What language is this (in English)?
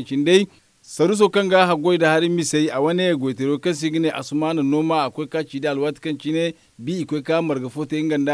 Zarma